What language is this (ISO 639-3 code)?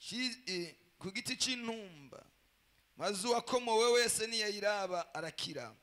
run